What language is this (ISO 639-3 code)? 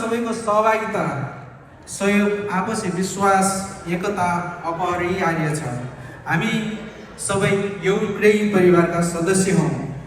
nep